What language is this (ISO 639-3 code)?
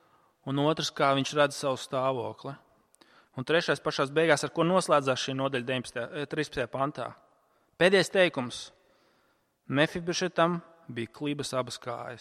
lav